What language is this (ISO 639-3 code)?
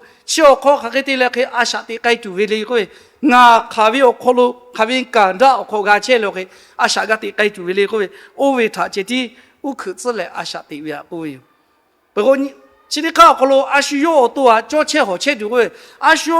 lhu